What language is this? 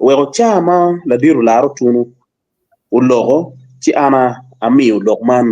Acoli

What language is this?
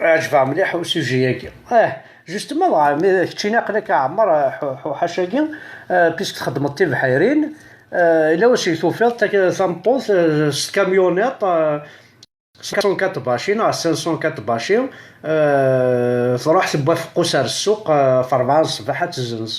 Kabyle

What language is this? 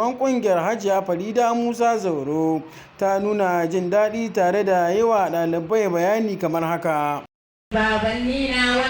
Hausa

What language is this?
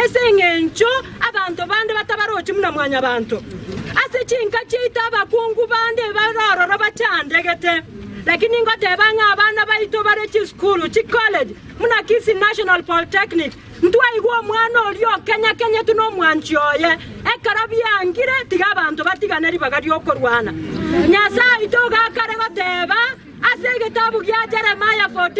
Gusii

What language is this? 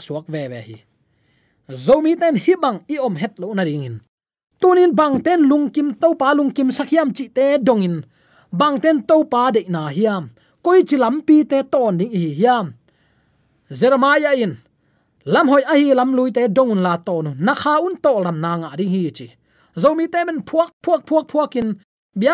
Tedim Chin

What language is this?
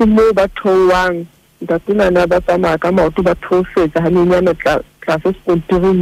Southern Sotho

